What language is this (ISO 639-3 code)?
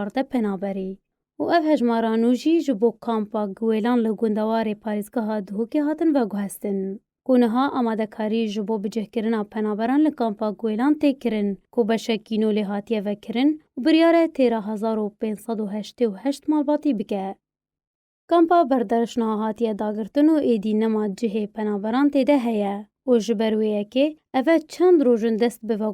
kur